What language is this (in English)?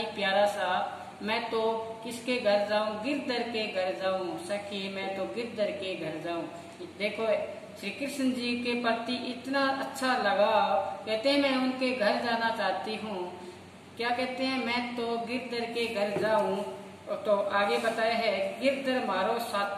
Hindi